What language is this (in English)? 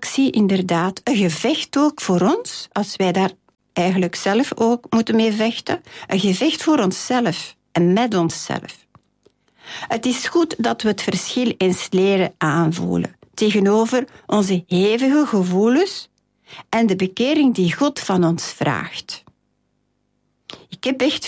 Dutch